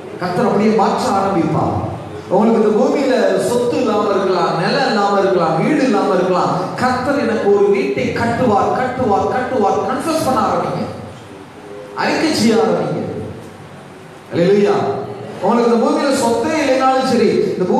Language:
Tamil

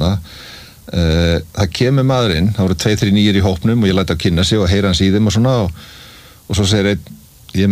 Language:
Icelandic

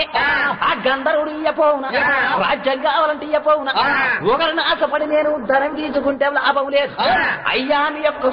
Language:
Telugu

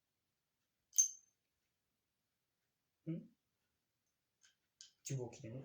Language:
Northeastern Thai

